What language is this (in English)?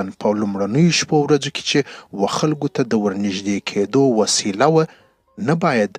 Pashto